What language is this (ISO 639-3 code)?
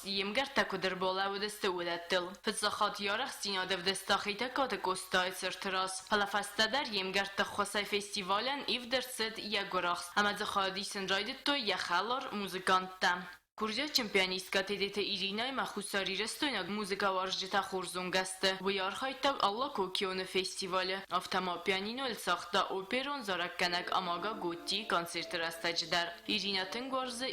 oss